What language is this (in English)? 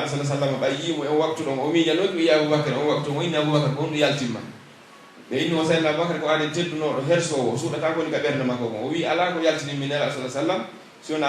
Pular